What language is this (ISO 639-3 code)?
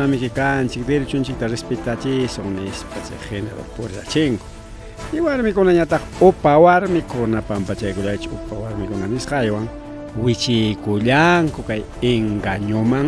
quy